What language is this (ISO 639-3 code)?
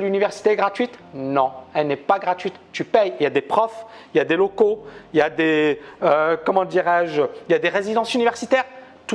fra